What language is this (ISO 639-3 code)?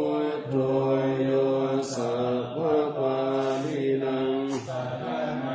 pli